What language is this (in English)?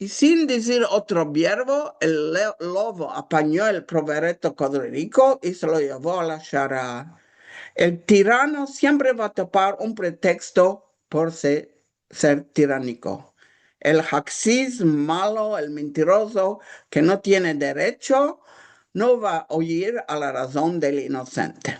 Ladino